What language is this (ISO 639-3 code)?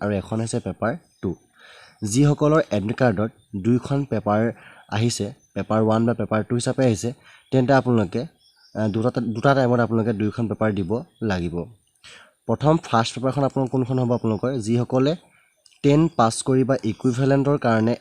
asm